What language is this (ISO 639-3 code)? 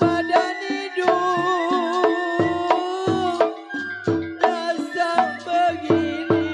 bew